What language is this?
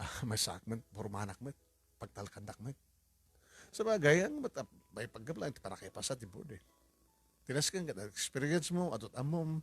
Iloko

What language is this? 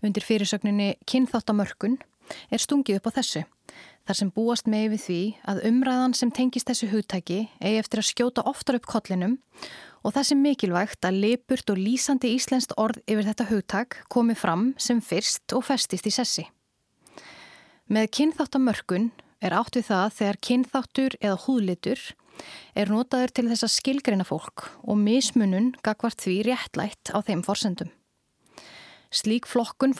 Icelandic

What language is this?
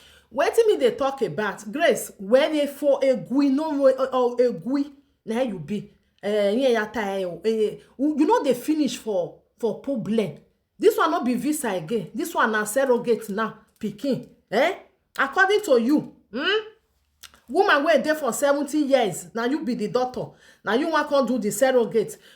Nigerian Pidgin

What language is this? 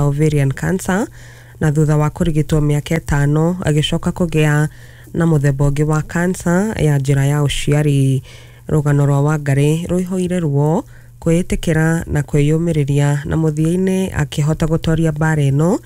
Kikuyu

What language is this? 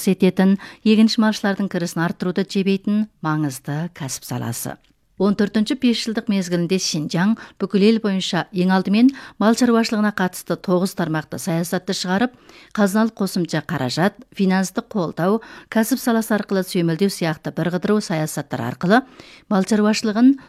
Kazakh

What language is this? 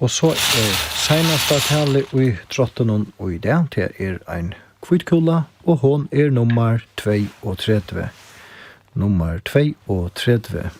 Faroese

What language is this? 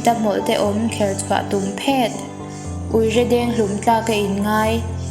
Mizo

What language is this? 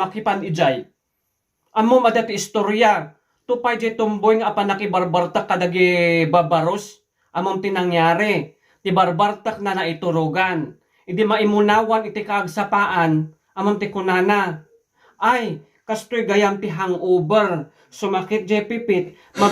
Iloko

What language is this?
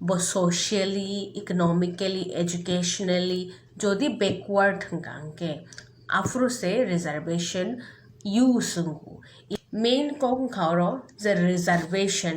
Kok Borok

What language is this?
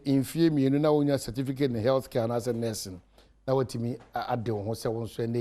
Akan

